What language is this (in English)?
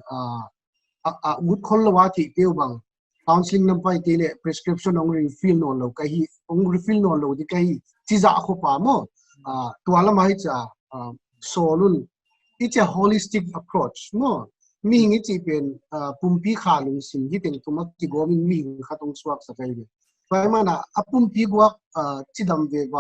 Paite Chin